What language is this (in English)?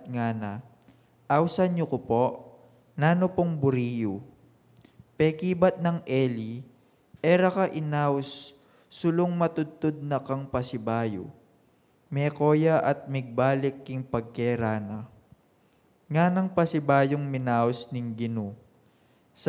Pampanga